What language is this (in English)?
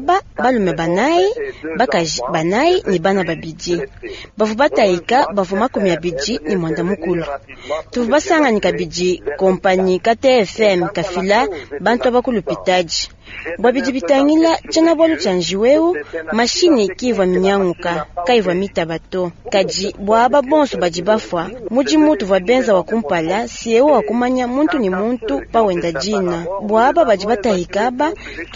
Luba-Lulua